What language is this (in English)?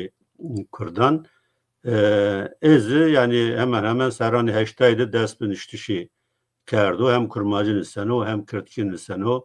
Zaza